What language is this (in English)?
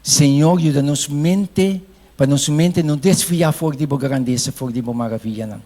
Papiamento